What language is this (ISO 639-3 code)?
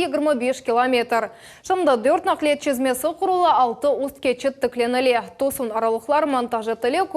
crh